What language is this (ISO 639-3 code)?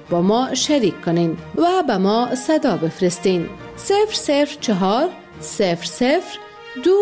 fas